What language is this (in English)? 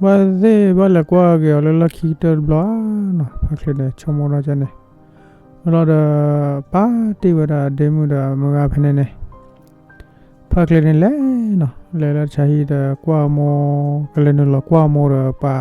S'gaw Karen